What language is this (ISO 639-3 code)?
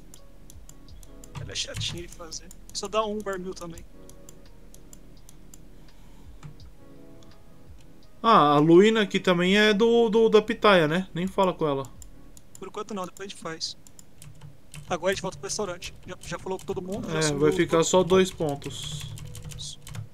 por